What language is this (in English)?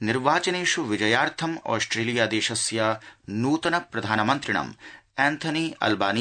Sanskrit